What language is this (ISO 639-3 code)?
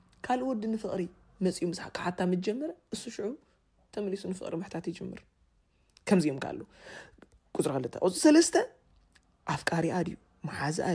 tir